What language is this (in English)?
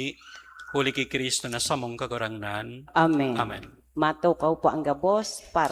Bikol